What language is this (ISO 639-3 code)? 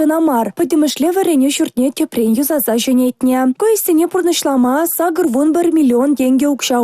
chv